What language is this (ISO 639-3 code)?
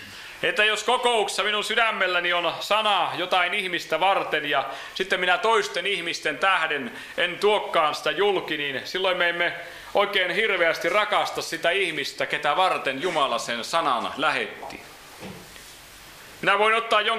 fin